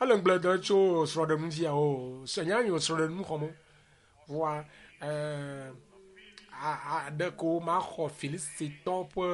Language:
Ewe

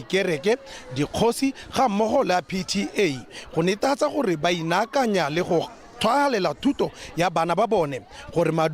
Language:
Tswana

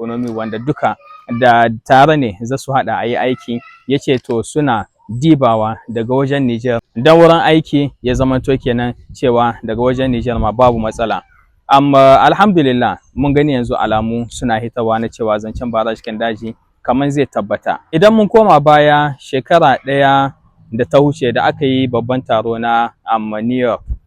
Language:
Hausa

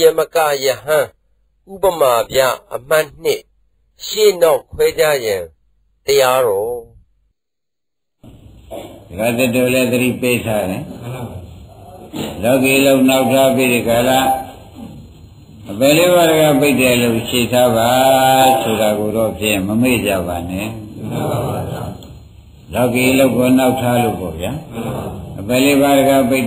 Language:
Burmese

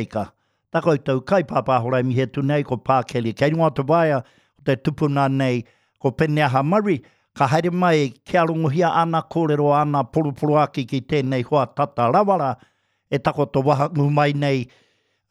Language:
Māori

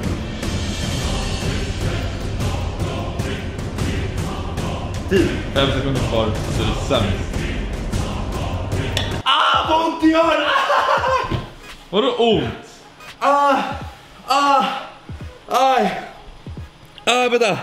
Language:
Swedish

